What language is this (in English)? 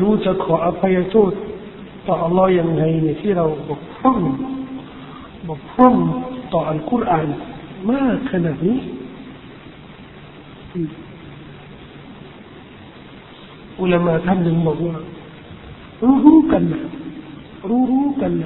Thai